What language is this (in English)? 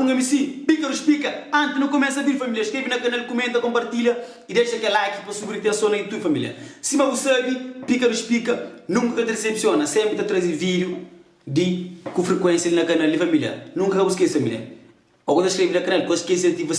Kabuverdianu